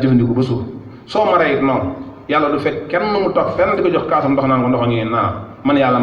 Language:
Wolof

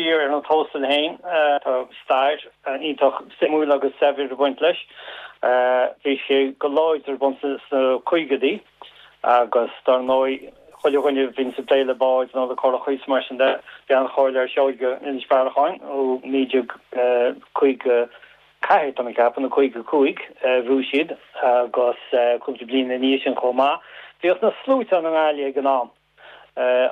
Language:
Irish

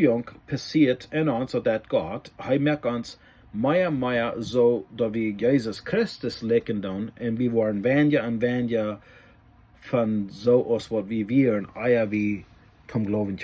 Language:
Plautdietsch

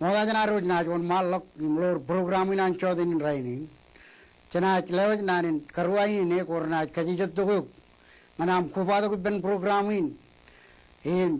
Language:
Marshallese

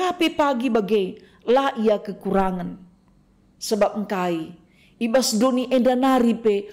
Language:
Batak Karo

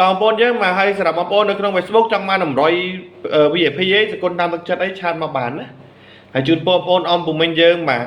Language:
Khmer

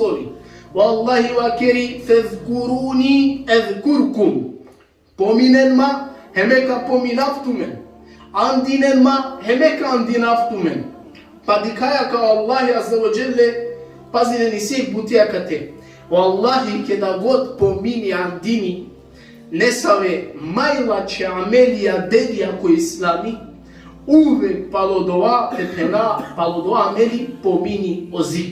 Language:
Balkan Romani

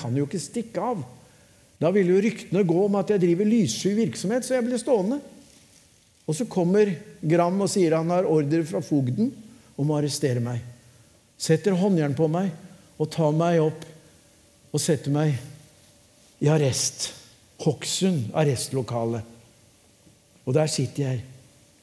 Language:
Norwegian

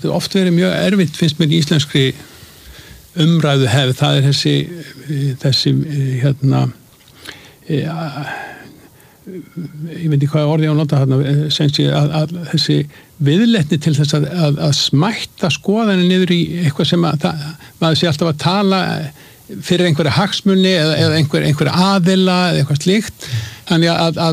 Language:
Icelandic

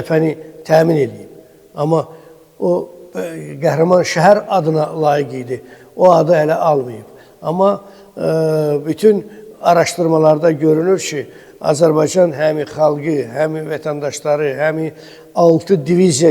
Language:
Azerbaijani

